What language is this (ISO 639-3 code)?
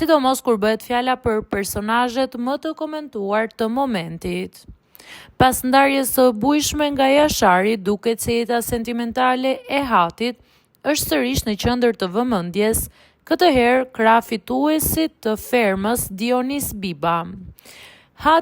sqi